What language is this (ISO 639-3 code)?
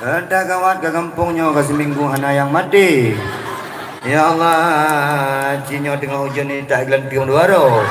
ace